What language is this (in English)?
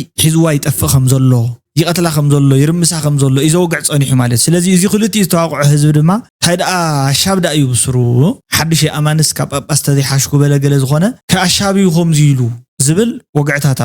Tigrinya